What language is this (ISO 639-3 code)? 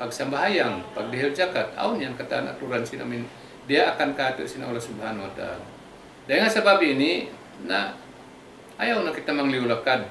tsg